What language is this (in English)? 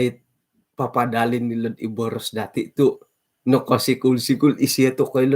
Central Dusun